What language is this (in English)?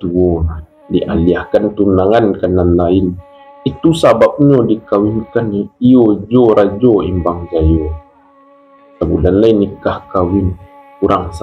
Minangkabau